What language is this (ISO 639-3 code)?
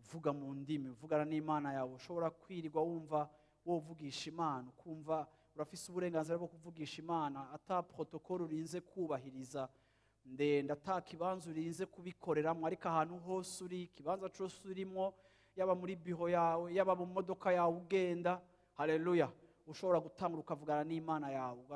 run